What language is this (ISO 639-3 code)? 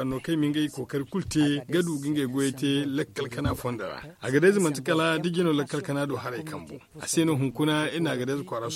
dje